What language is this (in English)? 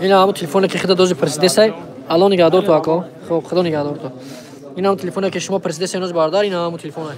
Tajik